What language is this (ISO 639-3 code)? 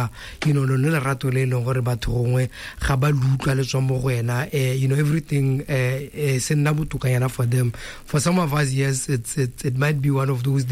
tsn